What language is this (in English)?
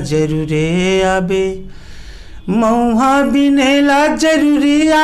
Chhattisgarhi